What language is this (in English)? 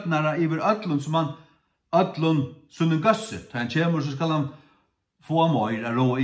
Faroese